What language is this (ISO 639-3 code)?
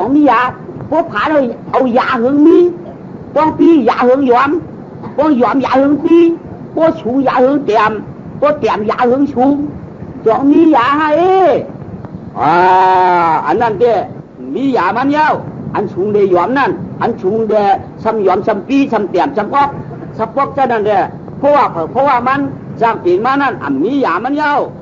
shn